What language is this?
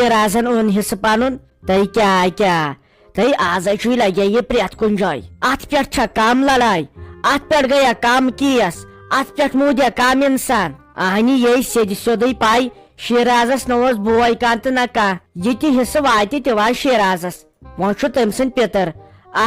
Kashmiri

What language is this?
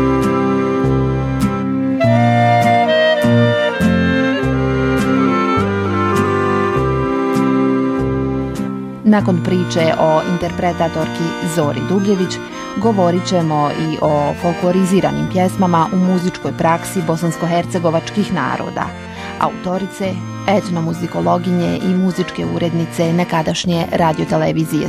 Bosnian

